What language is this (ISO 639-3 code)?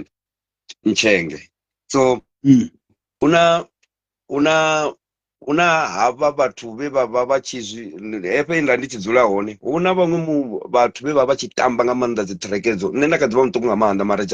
ven